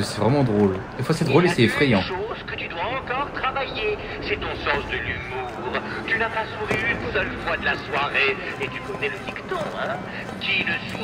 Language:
French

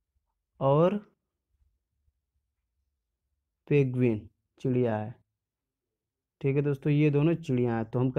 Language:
Hindi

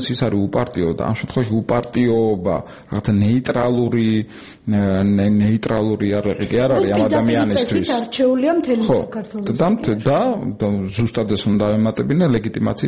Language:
Georgian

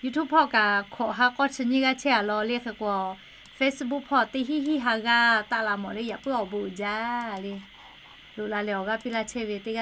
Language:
Lahu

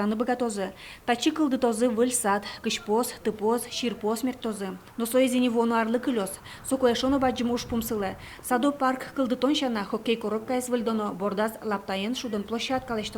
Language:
Udmurt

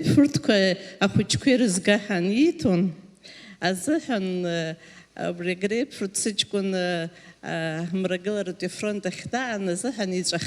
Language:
Abkhazian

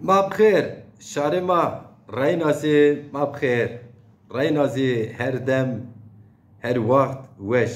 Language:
Zaza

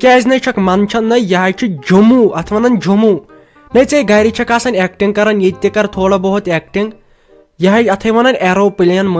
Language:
Kashmiri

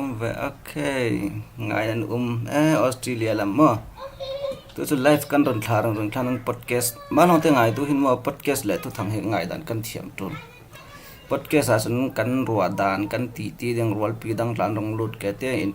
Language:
Falam Chin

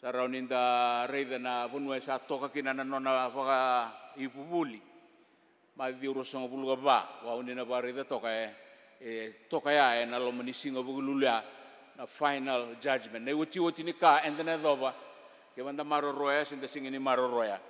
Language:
Fijian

